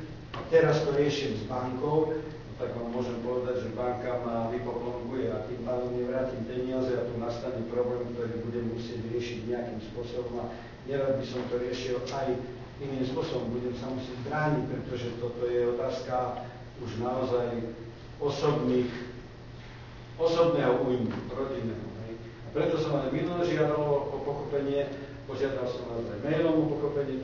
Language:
Slovak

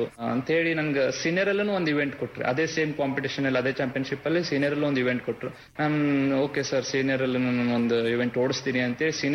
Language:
Kannada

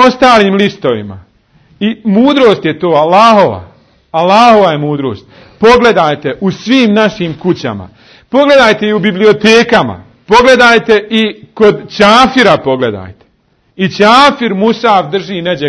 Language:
Bosnian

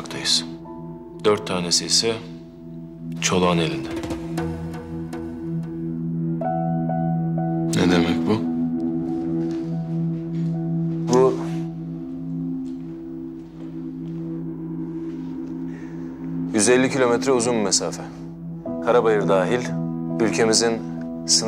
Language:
Turkish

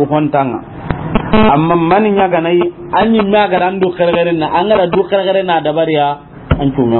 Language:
Soninke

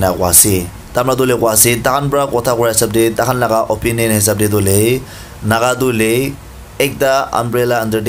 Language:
Naga Pidgin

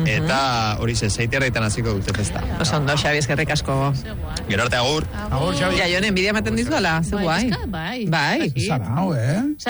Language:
Basque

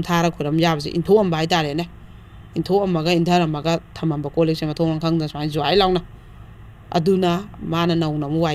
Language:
Manipuri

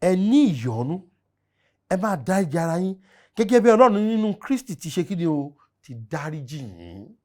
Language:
Yoruba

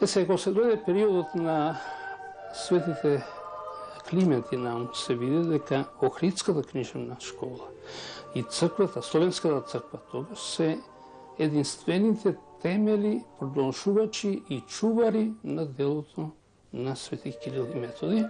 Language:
Macedonian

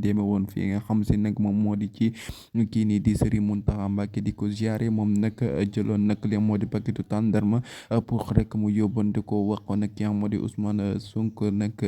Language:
Wolof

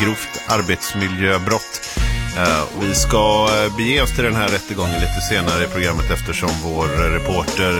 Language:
Swedish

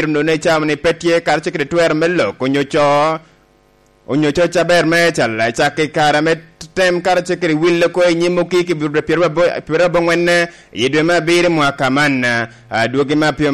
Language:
Lango (Uganda)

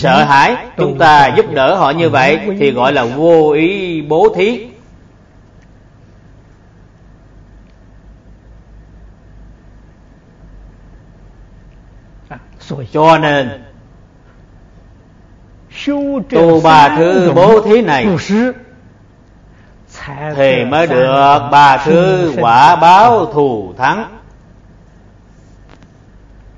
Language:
Vietnamese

